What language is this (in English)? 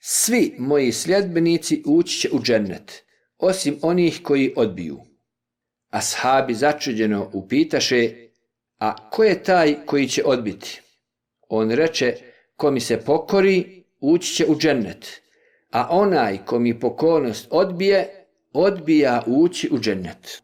Bosnian